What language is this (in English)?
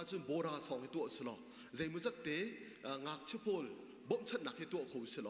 Hakha Chin